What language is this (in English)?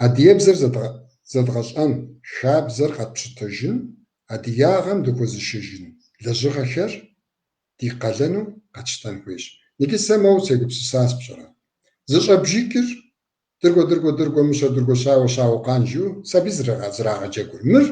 Kabardian